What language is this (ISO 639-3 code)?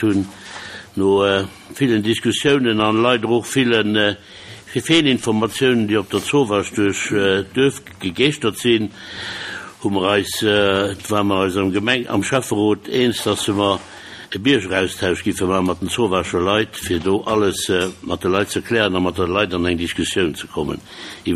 ltz